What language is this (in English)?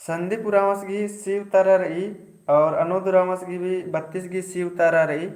Kurukh